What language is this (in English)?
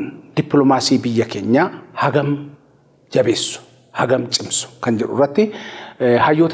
Oromo